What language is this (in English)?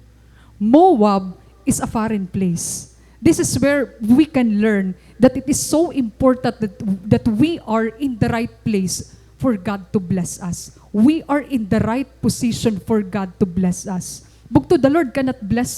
Waray